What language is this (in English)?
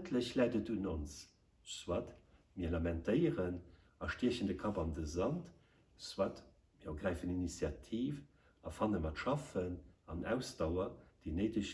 Luxembourgish